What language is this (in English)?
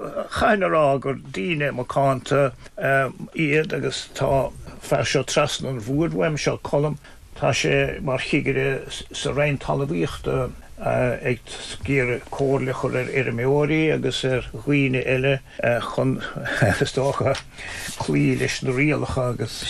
Irish